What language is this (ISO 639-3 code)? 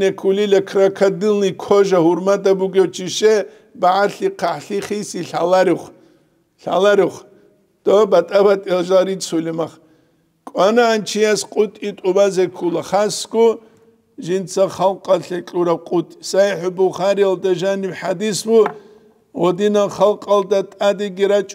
ava